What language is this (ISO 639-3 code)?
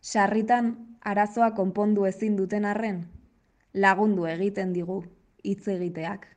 eus